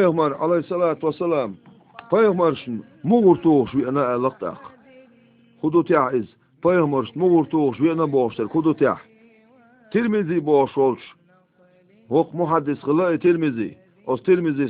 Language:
Chechen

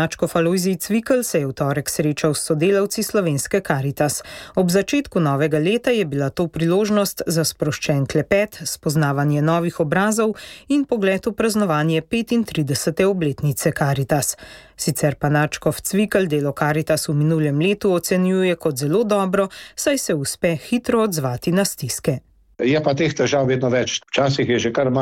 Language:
Slovenian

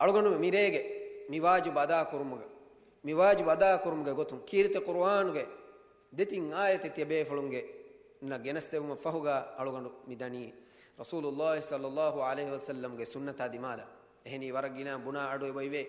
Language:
Divehi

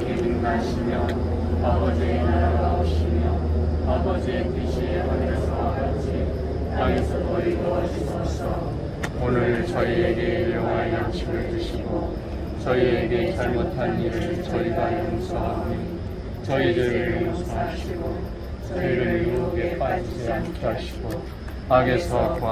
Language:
Korean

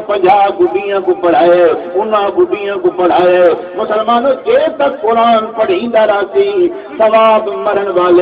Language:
Saraiki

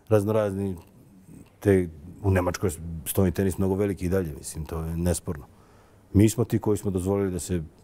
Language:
Serbian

